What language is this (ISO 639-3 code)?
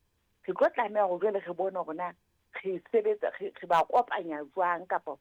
sot